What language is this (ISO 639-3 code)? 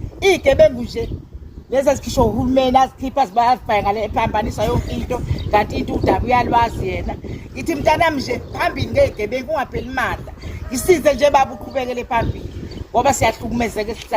zul